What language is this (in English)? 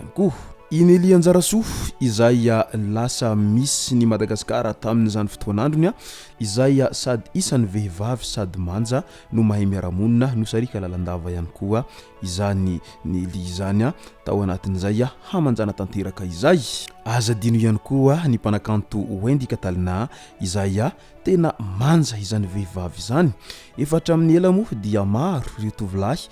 Malagasy